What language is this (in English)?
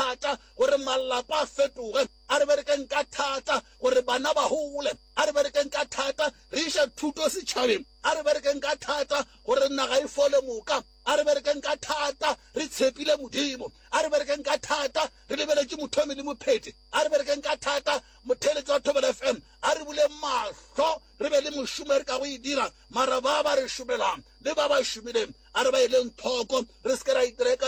Northern Sotho